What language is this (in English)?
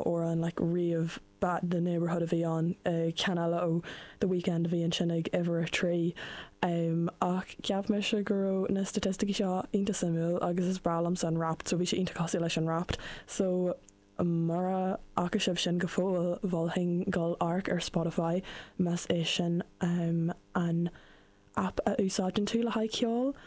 Irish